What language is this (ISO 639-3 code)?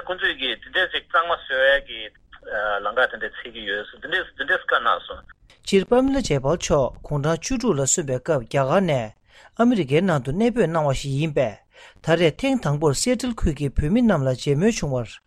bod